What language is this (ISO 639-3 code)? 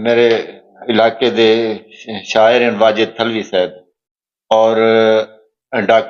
skr